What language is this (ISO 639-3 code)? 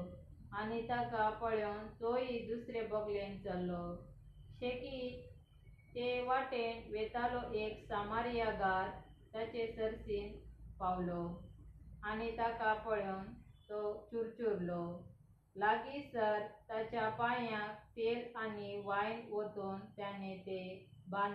kok